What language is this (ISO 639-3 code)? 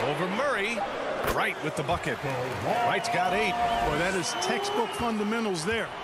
eng